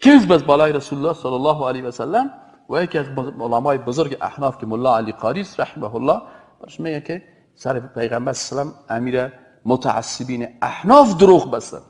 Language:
Persian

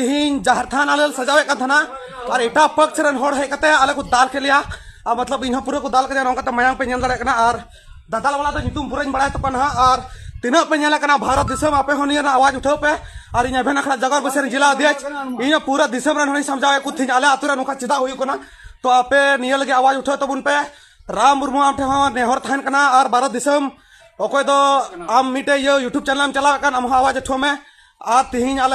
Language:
Santali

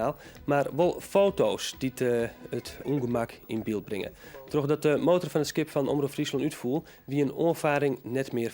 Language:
Western Frisian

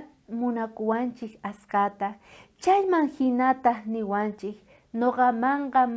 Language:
South Bolivian Quechua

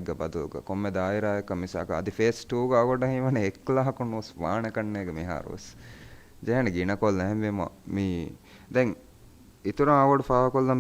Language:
Divehi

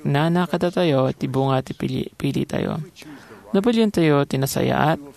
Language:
Iloko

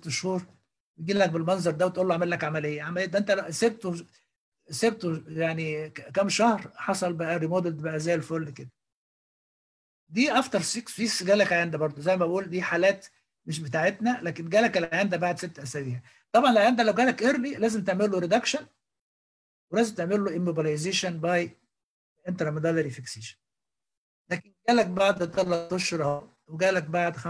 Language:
Egyptian Arabic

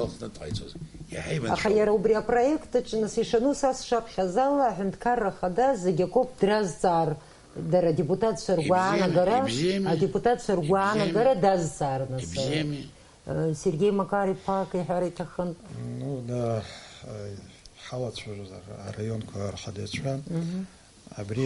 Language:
Abkhazian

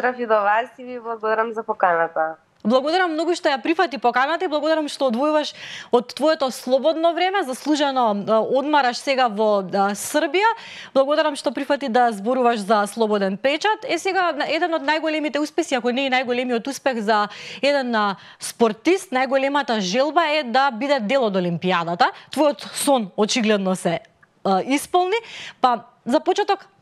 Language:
Macedonian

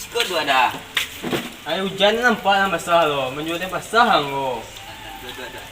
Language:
Minangkabau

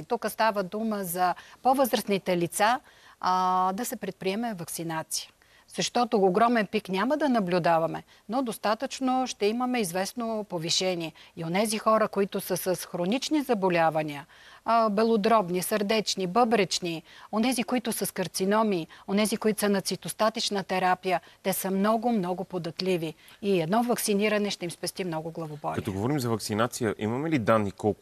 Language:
Bulgarian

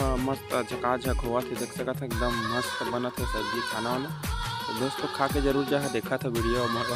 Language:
Chhattisgarhi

